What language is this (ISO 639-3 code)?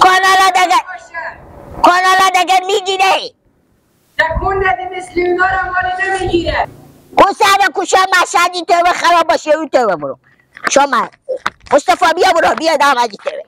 fas